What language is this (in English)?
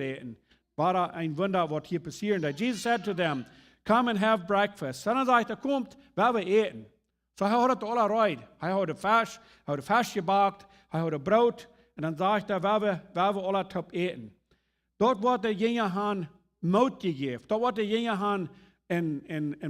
Plautdietsch